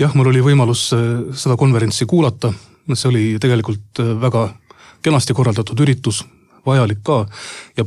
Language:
Estonian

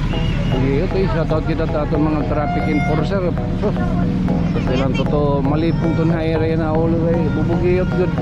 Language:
Waray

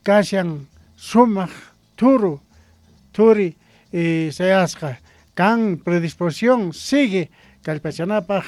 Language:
Quechua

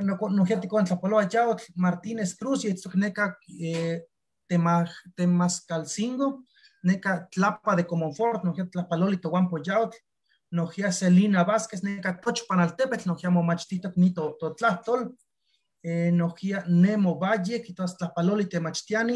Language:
Eastern Huasteca Nahuatl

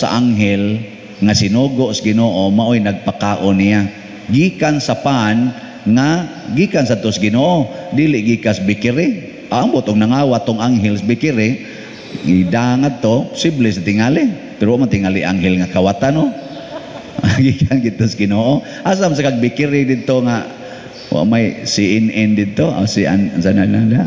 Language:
Cebuano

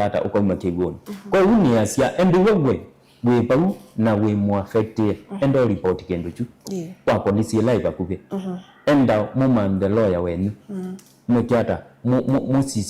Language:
Kamba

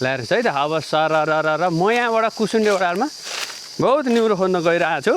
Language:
Nepali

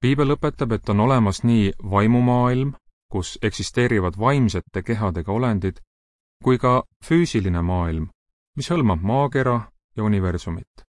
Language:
Estonian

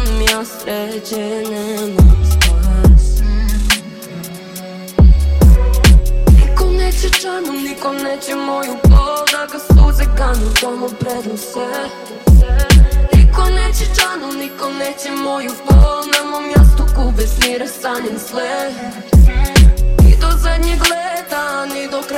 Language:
Serbian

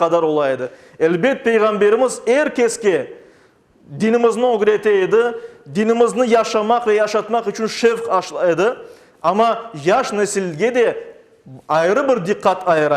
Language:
Crimean Tatar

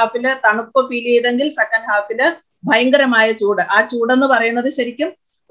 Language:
Malayalam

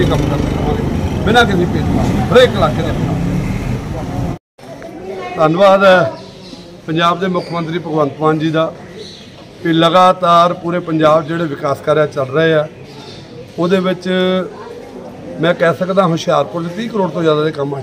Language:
Punjabi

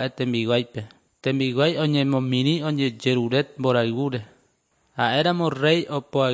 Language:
Guarani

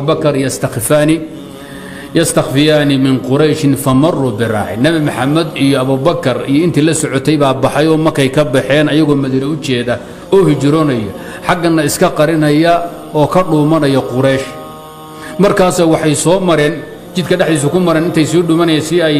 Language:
Somali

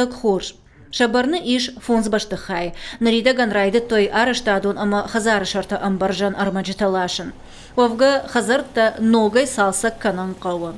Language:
Ossetic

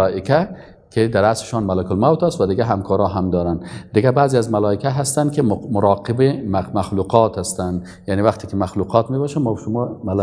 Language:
Persian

